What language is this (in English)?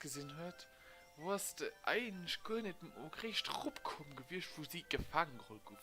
Luxembourgish